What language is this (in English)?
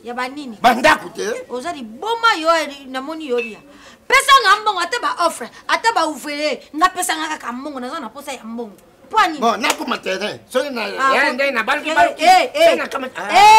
Lingala